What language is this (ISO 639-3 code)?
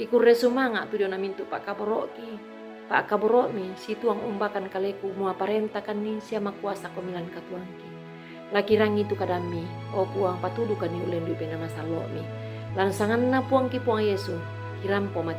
sda